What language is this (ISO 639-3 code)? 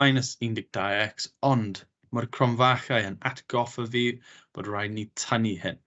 cym